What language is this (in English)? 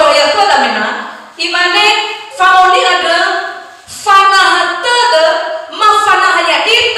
Nias